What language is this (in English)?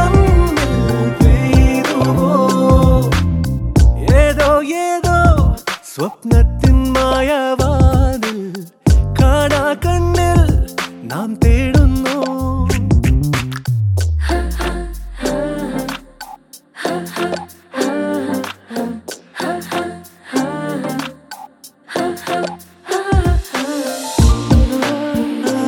Malayalam